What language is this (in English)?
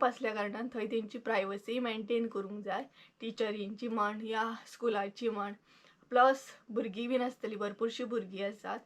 Konkani